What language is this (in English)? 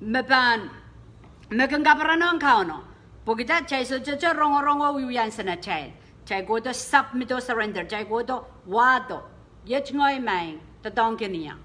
Pohnpeian